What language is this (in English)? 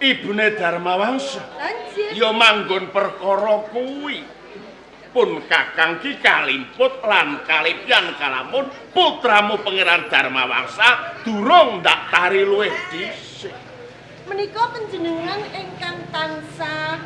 Javanese